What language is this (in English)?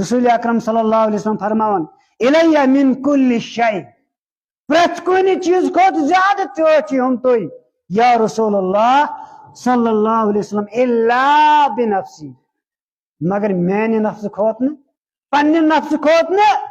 Kashmiri